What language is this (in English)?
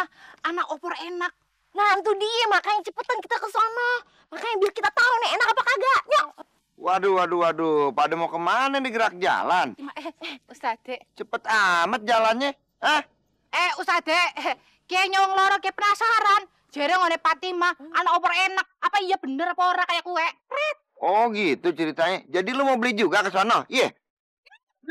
Betawi